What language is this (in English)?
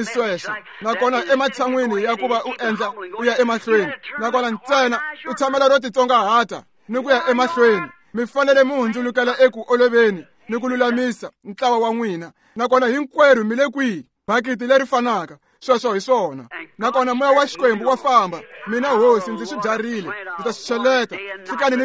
Tsonga